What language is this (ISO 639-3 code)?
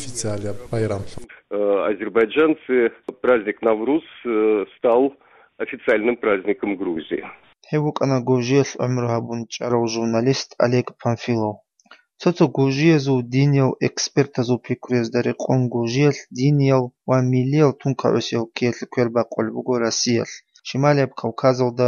ava